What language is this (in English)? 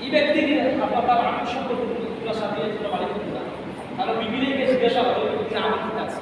Sylheti